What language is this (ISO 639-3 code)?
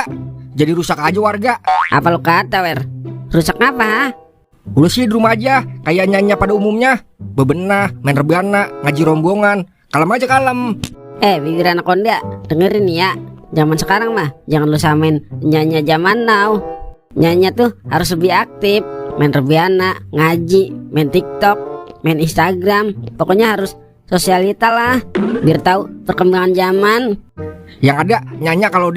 bew